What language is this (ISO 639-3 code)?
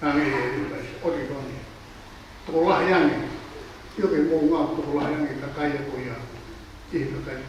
ton